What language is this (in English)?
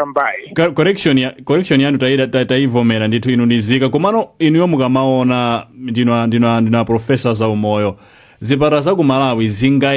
Nyanja